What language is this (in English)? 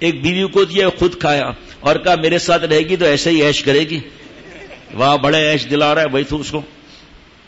Urdu